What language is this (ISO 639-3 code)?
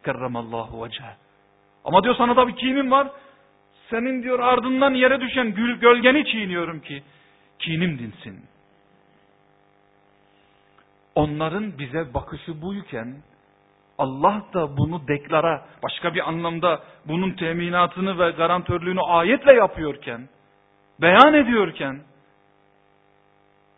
tur